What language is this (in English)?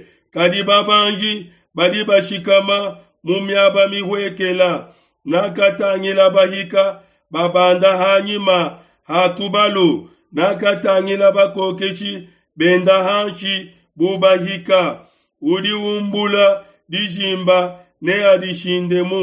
Luba-Lulua